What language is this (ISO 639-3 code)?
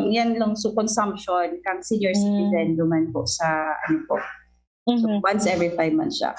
bik